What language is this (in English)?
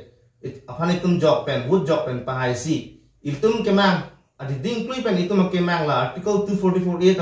Karbi